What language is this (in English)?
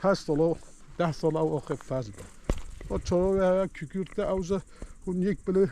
Kurdish